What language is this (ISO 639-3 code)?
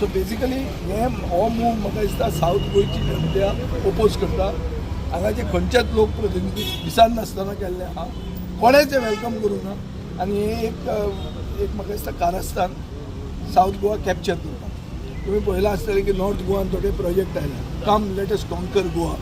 kok